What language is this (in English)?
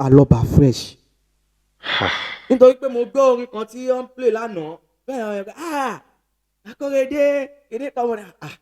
Yoruba